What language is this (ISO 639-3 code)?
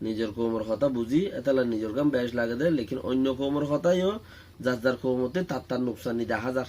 rhg